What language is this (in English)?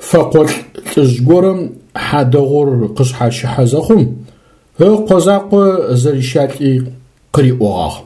Adyghe